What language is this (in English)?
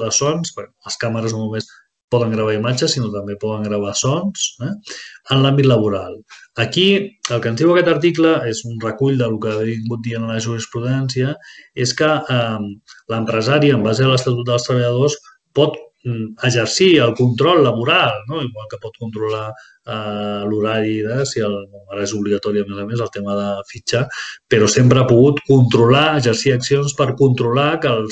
Catalan